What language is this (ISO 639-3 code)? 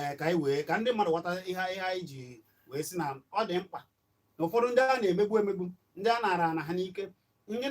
ibo